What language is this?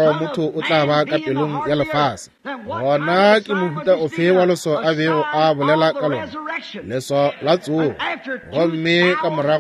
Northern Sotho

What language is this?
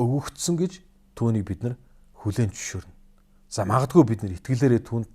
Mongolian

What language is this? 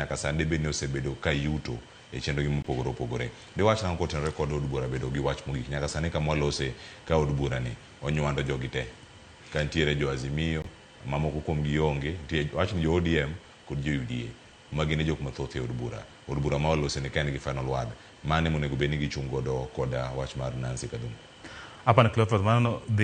Luo (Kenya and Tanzania)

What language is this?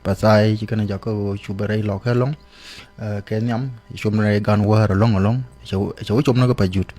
Nuer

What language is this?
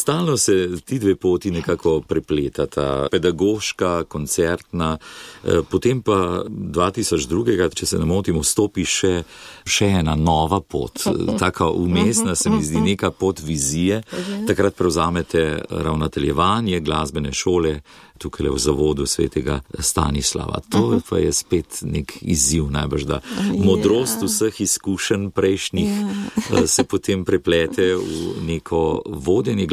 Slovenian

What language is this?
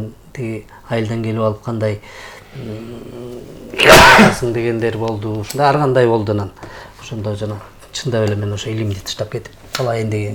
Kyrgyz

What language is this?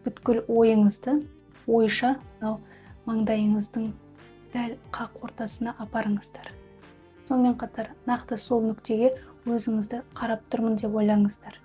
Kazakh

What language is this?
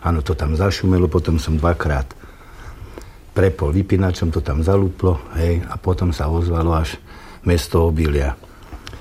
Slovak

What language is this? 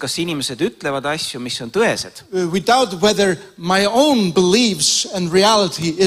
Estonian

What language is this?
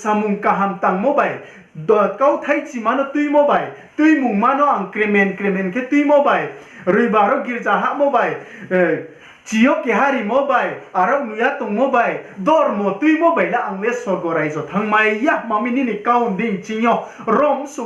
Riang (India)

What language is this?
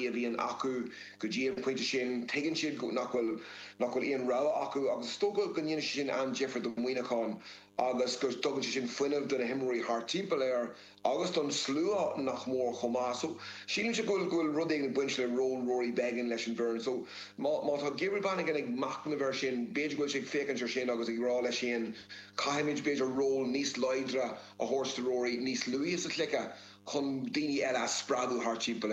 Irish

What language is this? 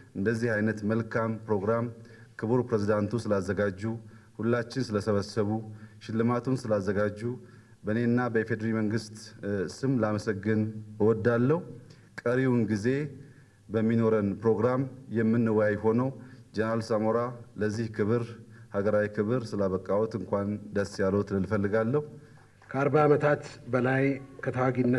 Amharic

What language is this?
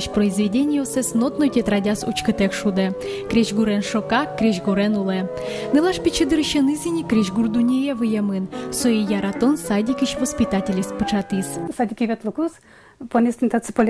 Udmurt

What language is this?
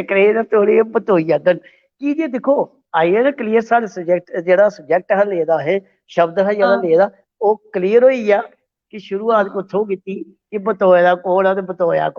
Dogri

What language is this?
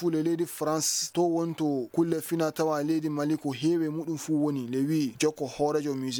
Fula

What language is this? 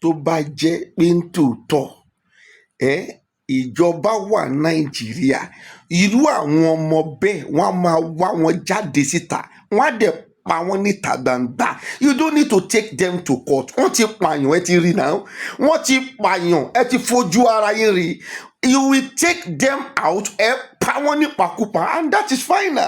Yoruba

